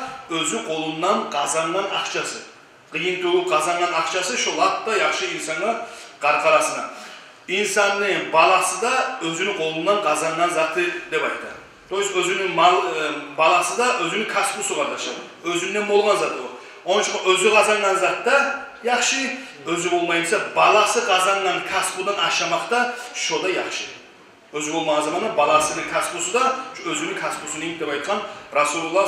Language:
Kumyk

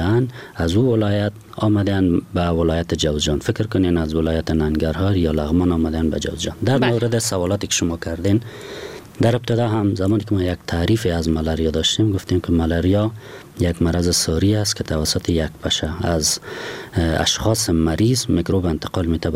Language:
Persian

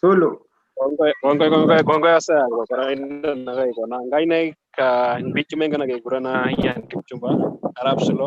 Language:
Kalenjin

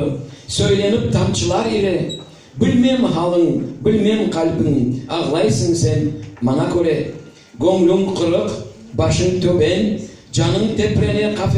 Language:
Crimean Tatar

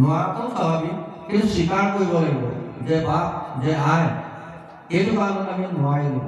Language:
Assamese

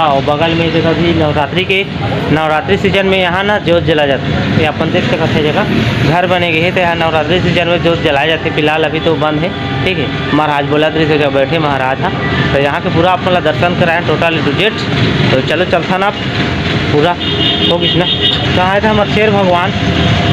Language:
Chhattisgarhi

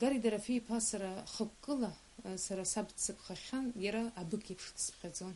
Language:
Abkhazian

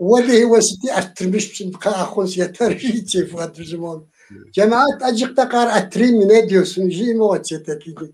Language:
Kabardian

